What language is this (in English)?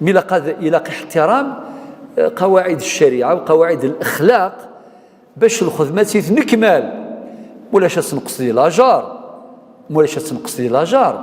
Kabyle